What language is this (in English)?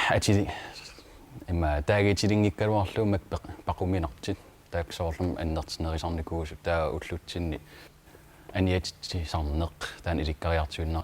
Kalaallisut